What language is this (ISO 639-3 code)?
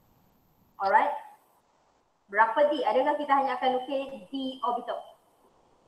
msa